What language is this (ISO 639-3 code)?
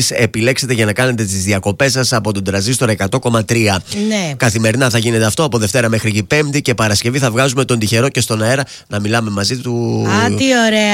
ell